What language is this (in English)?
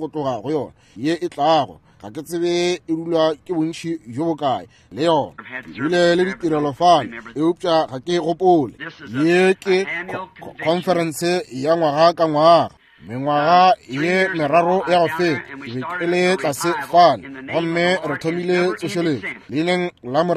Northern Sotho